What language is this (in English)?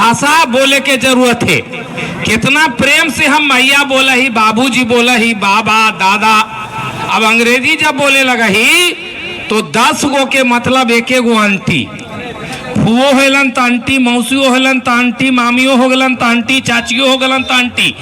Magahi